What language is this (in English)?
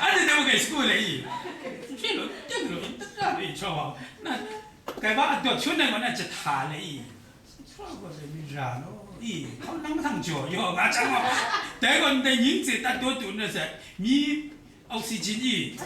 Kachin